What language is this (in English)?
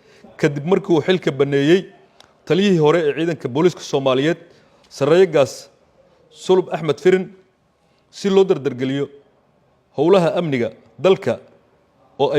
Somali